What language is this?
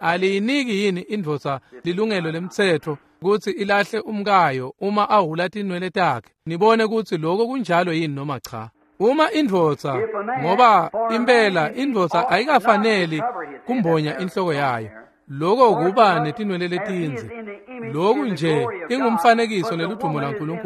Swati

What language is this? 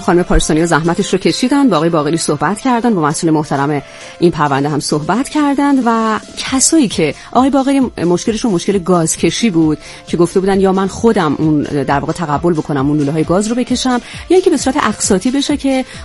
Persian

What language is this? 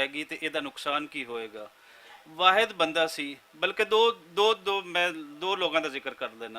Western Panjabi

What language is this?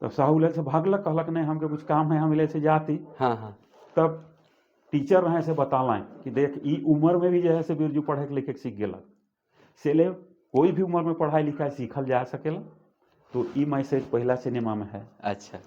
Sadri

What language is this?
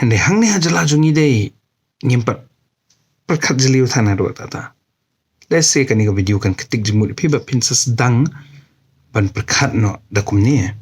Khasi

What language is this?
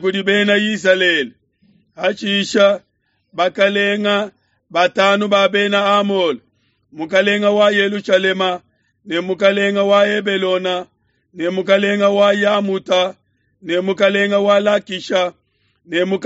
Luba-Lulua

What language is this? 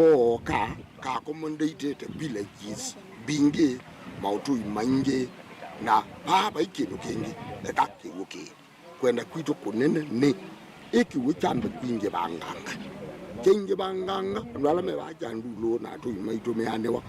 Kamba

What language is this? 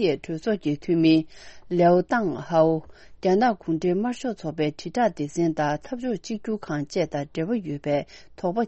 Tibetan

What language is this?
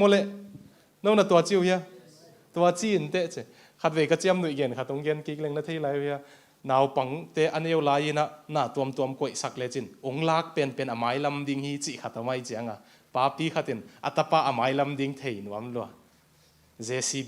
Tedim Chin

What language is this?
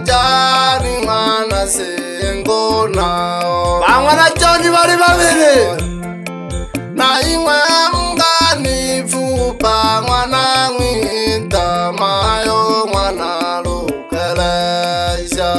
Swahili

